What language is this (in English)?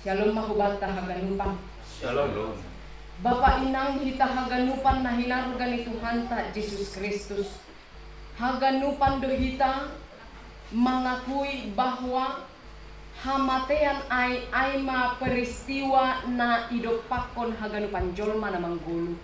Batak Simalungun